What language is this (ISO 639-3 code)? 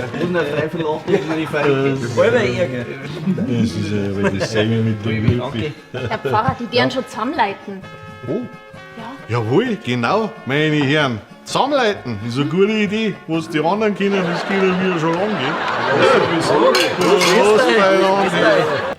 bar